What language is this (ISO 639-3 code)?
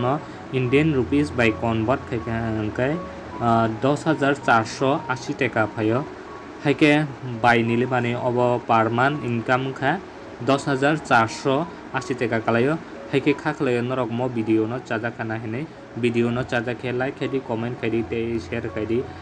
trp